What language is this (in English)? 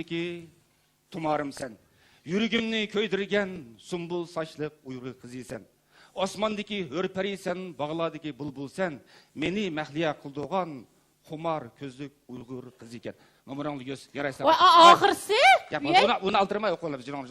Uyghur